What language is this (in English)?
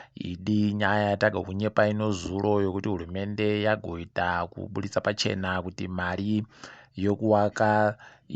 Ndau